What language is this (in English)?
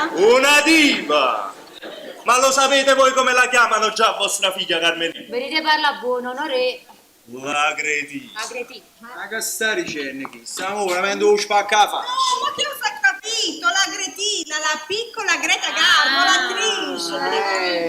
Neapolitan